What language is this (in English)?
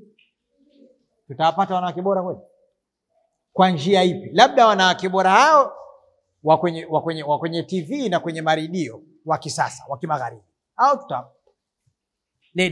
Swahili